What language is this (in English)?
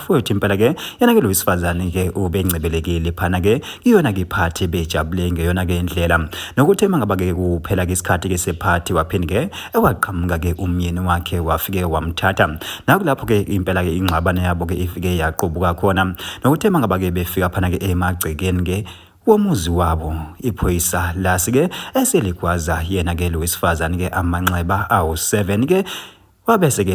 Zulu